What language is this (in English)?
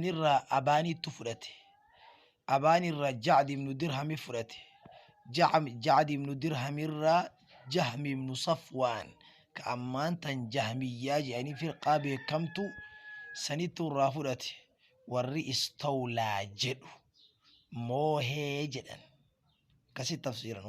Oromo